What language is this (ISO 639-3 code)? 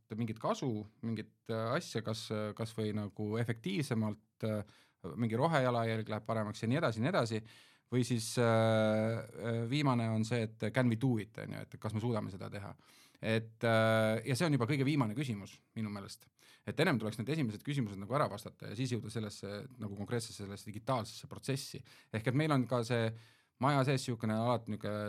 est